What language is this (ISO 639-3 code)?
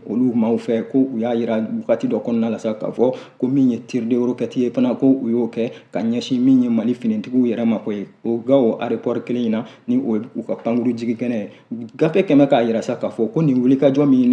bam